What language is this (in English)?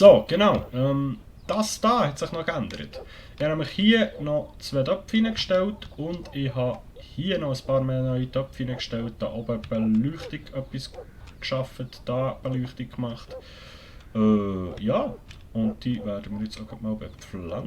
Swiss German